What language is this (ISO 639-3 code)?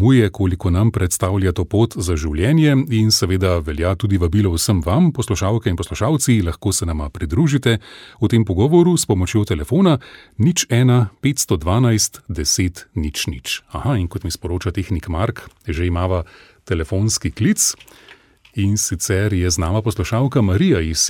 slv